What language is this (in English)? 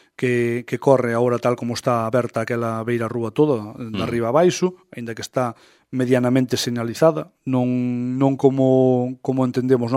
Galician